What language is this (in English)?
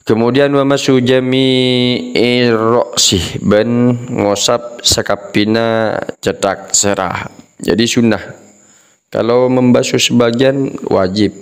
Madurese